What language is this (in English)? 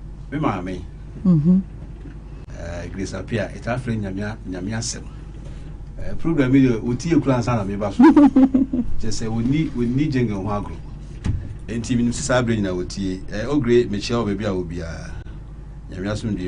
Akan